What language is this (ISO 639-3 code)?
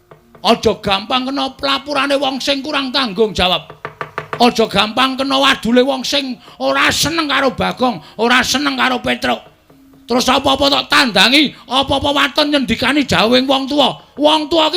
jav